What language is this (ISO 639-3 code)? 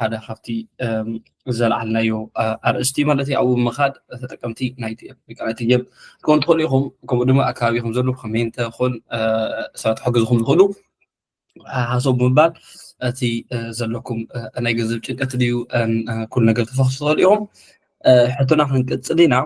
tir